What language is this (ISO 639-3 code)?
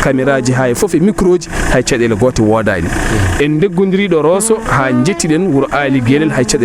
ful